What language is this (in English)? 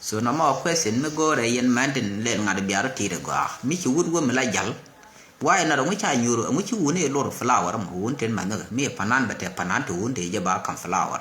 Nuer